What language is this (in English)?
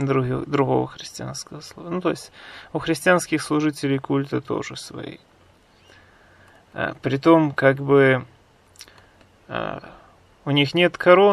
Russian